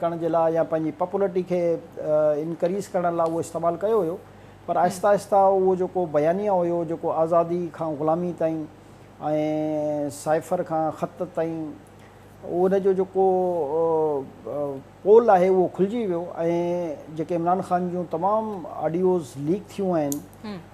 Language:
Sindhi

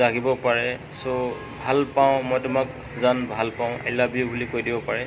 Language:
Assamese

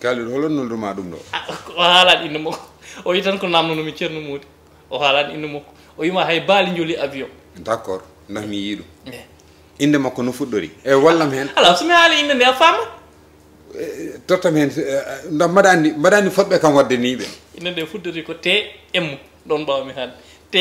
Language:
Fula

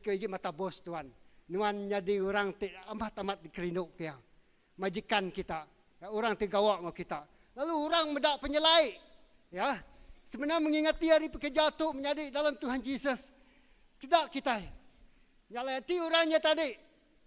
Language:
Iban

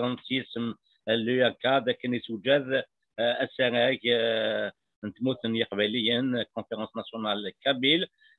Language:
Kabyle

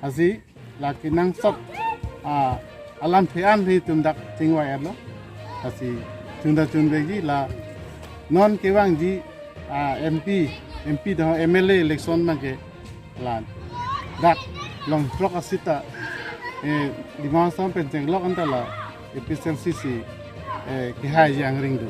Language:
Karbi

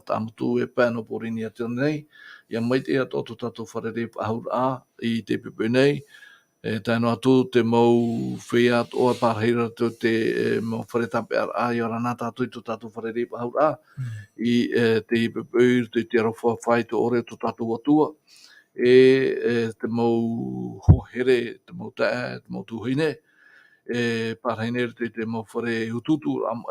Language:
Tahitian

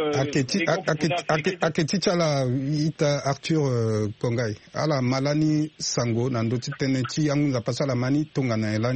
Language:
Sango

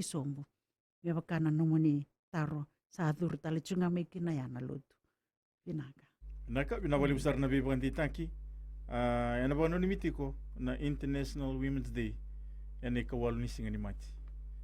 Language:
Fijian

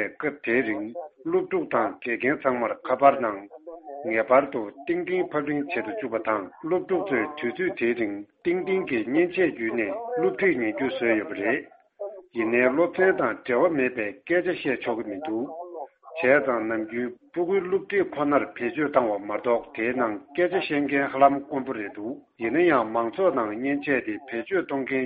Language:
Tibetan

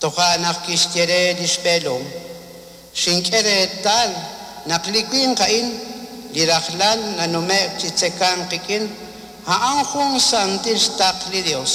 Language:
Kekchí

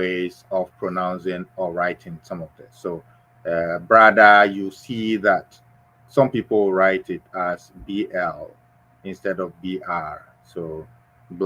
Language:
Ewe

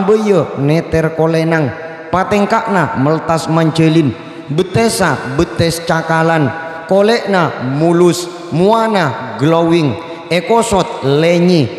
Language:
Madurese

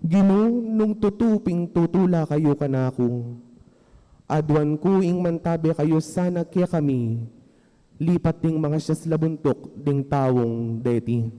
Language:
Pampanga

